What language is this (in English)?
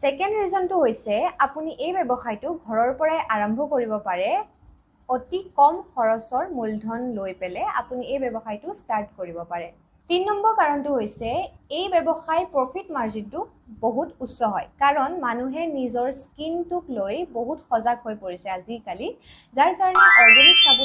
Assamese